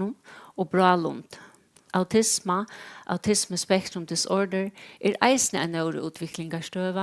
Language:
Faroese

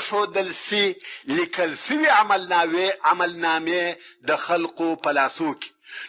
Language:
Pashto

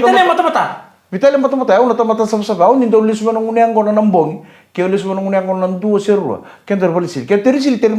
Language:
Fijian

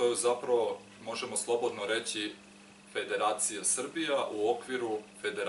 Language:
Serbian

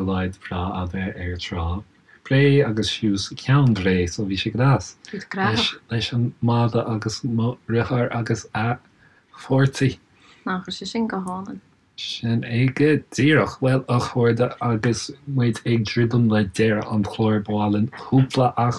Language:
Irish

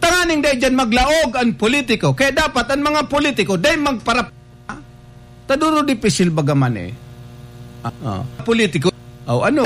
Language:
Bikol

